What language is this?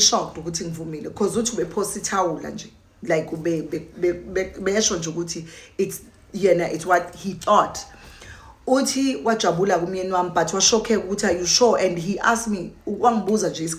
Zulu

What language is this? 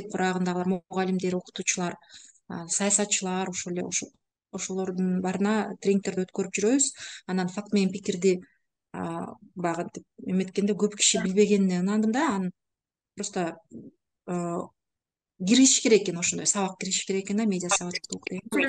Kyrgyz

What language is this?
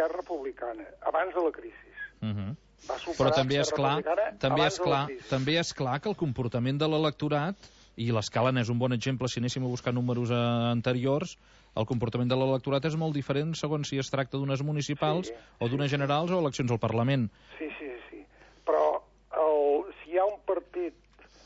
Catalan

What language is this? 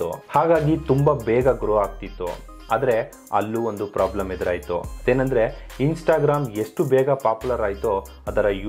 Kannada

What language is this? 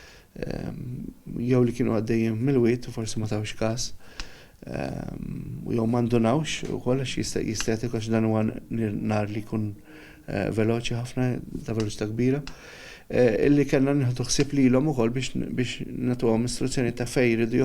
Maltese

